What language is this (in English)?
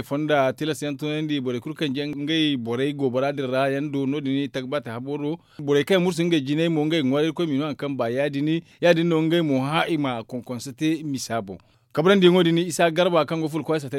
Zarma